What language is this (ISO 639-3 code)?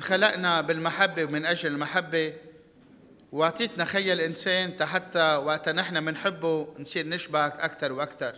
apc